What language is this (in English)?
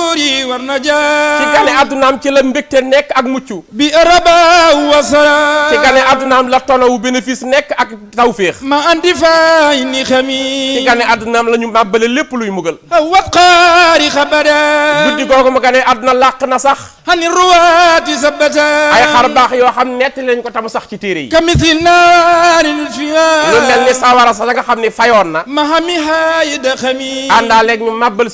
Wolof